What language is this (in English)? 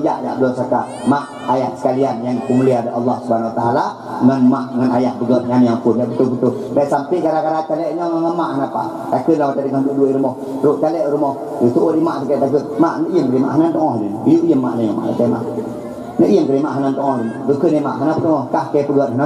Achinese